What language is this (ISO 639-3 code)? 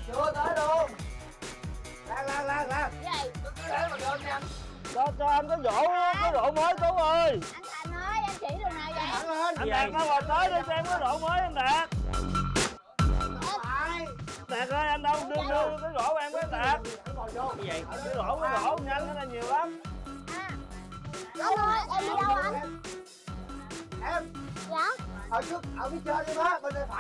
vie